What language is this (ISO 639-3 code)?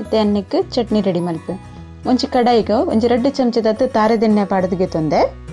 tcy